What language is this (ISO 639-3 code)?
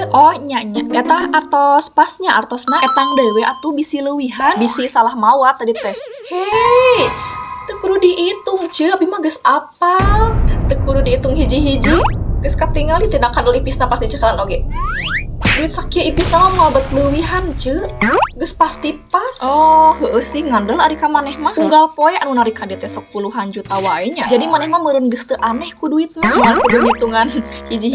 sun